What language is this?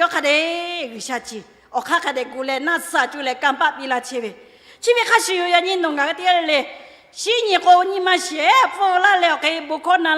Lahu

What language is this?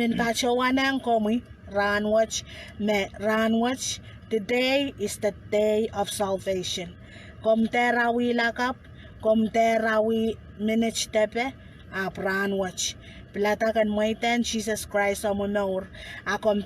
Pohnpeian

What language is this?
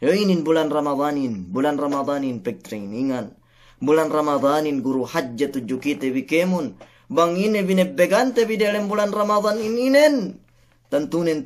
Yakan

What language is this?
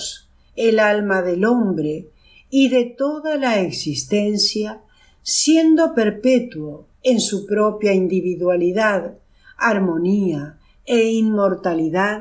Spanish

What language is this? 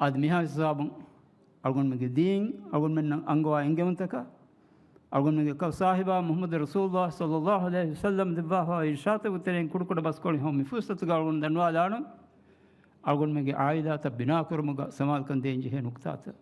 Divehi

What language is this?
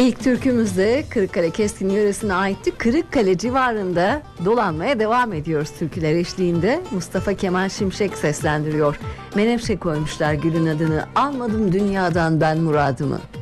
Turkish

